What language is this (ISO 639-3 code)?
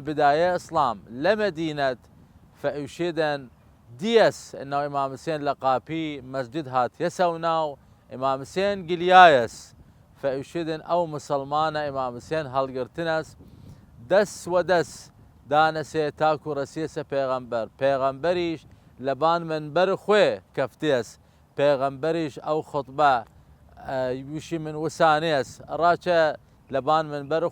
sdh